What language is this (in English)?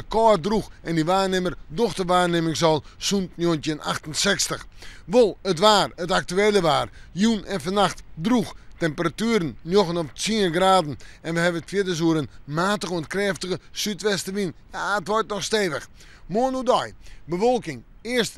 Western Frisian